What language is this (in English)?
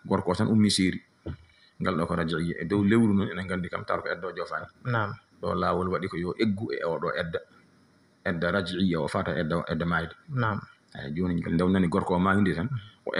Fula